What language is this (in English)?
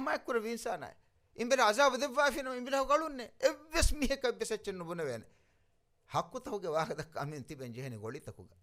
Divehi